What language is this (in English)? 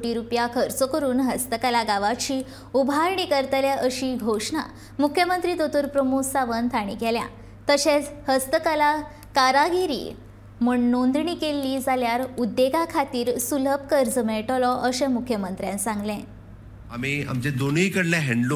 Konkani